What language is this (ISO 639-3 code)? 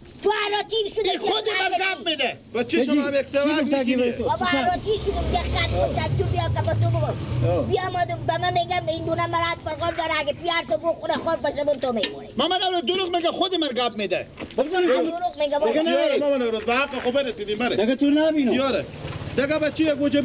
fas